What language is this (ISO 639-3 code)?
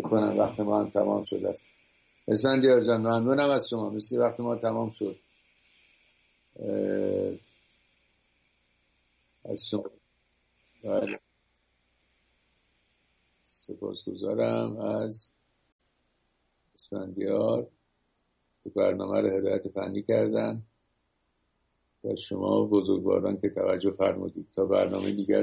fas